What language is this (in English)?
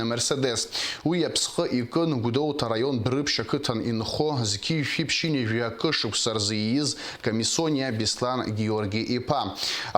Abkhazian